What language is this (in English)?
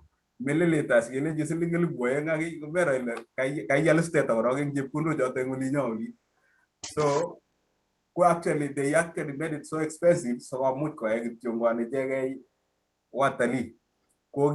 Kalenjin